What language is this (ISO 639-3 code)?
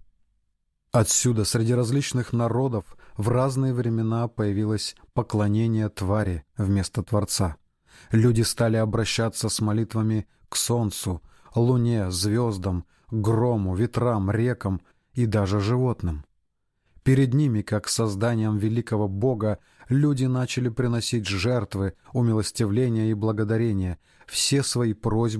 rus